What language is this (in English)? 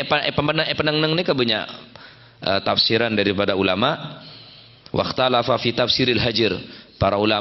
Madurese